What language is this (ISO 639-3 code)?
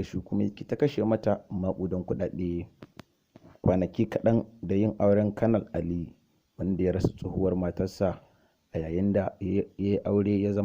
hau